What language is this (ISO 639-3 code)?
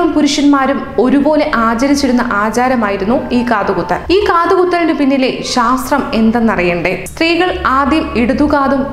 mal